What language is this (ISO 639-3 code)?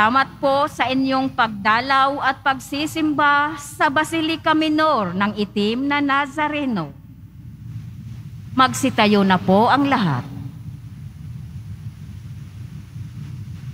fil